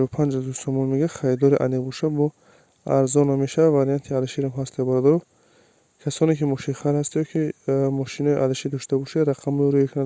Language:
Tajik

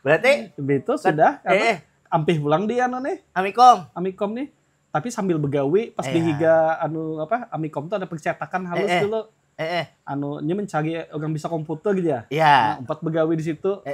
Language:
Banjar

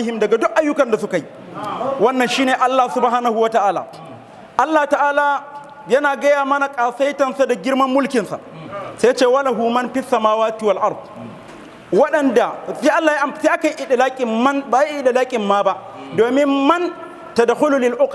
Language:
Hausa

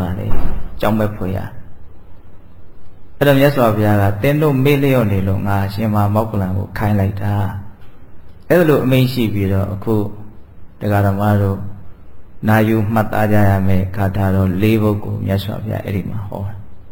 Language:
Burmese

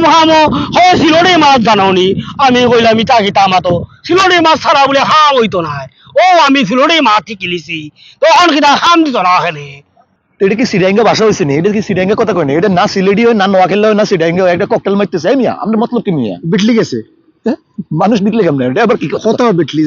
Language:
Sylheti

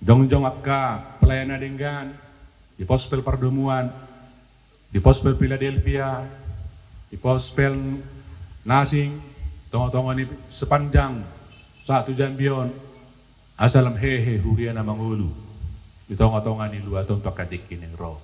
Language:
Batak Toba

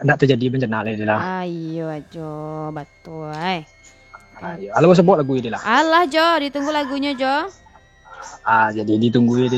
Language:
Minangkabau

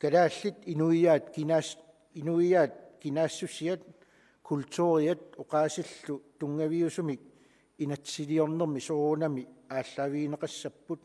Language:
Kalaallisut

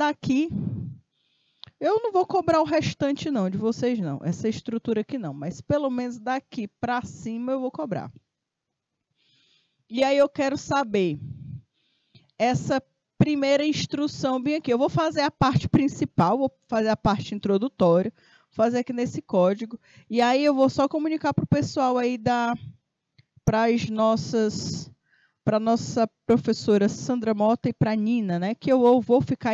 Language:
Portuguese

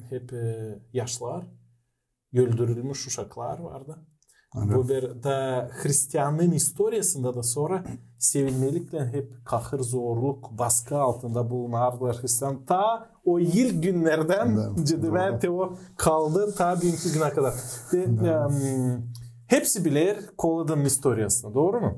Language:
Gagauz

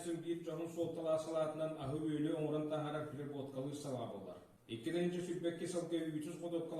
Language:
Yakut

